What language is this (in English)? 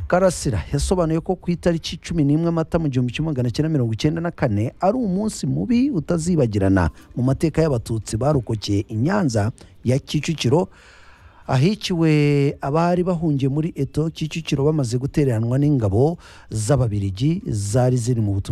Kinyarwanda